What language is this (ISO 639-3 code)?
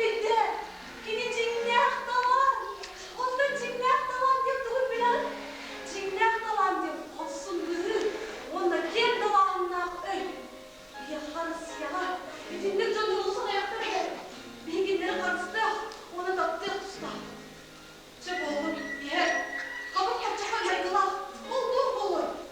sah